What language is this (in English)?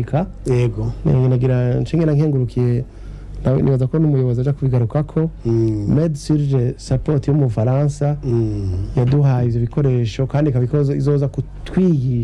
Rundi